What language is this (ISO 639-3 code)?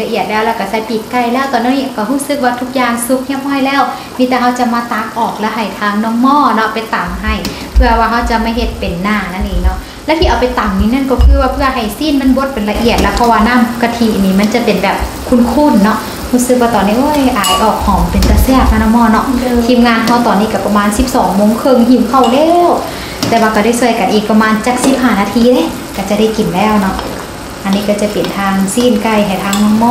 tha